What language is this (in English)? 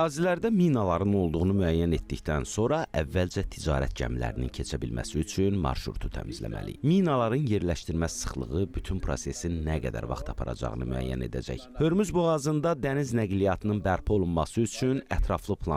Azerbaijani